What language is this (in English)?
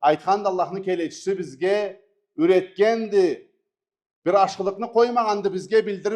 Karachay-Balkar